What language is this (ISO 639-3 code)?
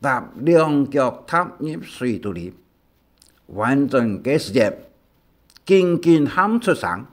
hak